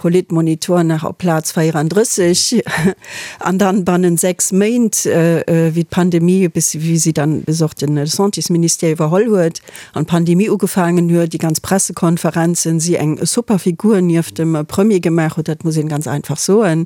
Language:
Luxembourgish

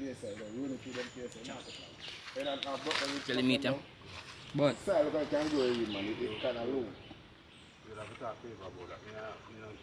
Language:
Jamaican Creole English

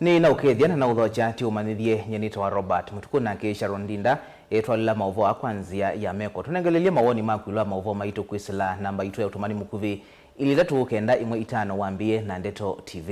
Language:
Kamba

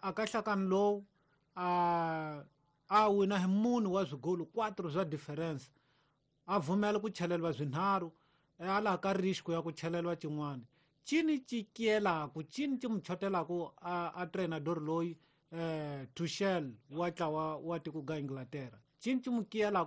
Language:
Tsonga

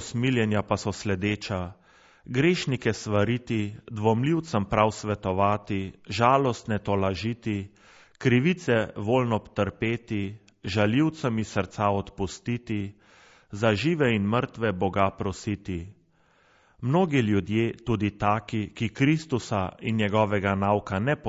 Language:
Slovenian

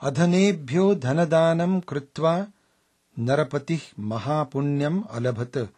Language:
Sanskrit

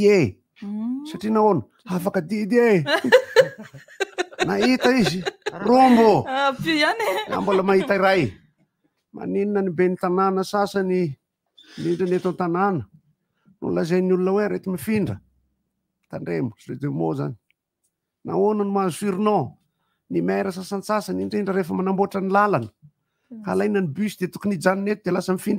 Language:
Malagasy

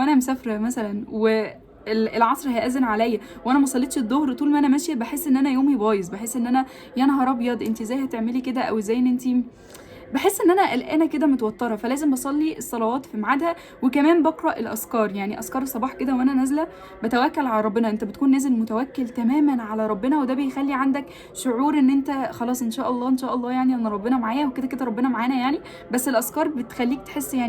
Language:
Egyptian Arabic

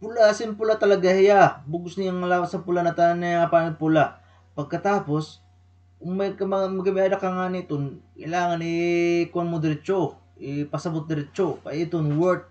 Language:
Waray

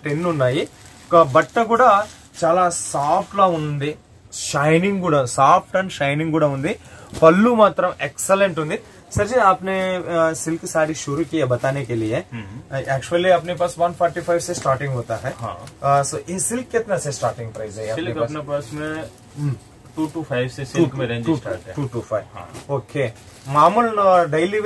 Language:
Telugu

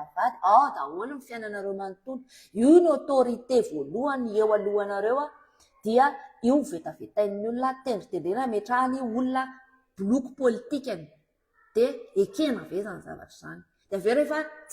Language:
Malagasy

